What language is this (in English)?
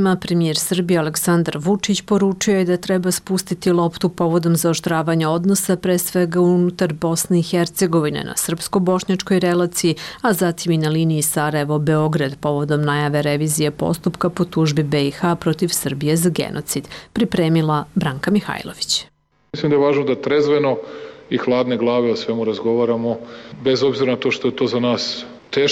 Serbian